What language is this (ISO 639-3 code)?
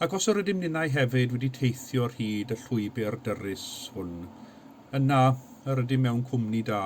cym